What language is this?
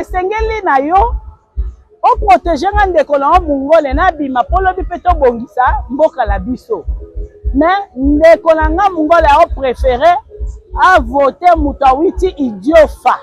Lingala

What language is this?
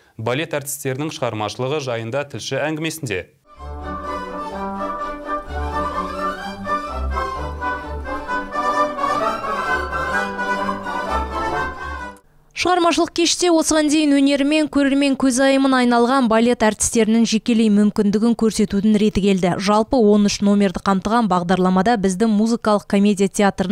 Kazakh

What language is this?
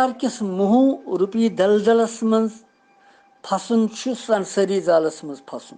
Kashmiri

